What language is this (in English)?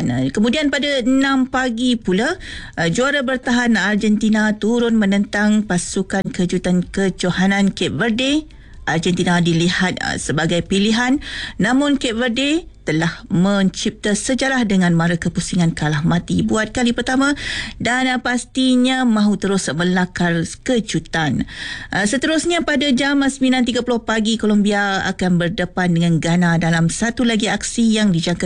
Malay